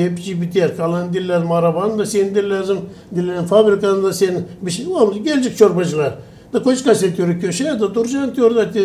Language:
Gagauz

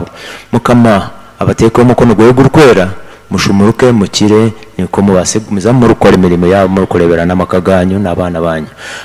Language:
Nyoro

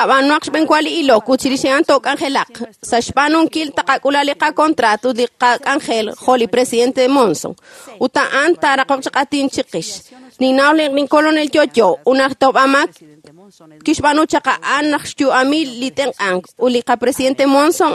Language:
Kekchí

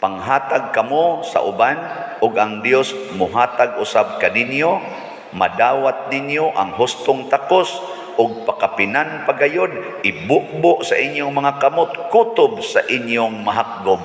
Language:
Cebuano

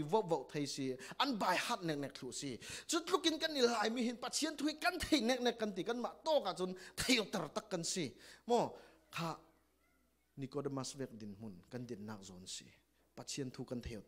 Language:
Falam Chin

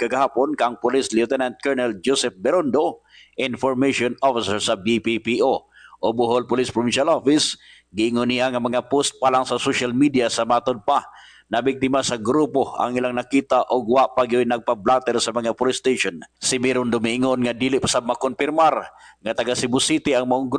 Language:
Cebuano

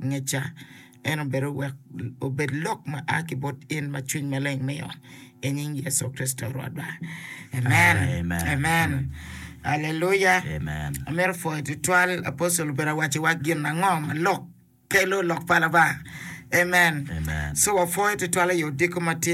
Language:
Acoli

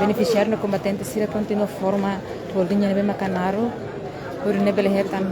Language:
Tetum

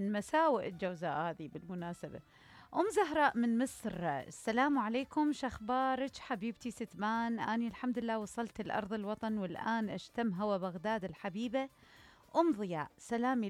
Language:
Mesopotamian Arabic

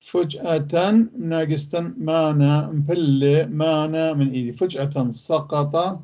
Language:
North Levantine Arabic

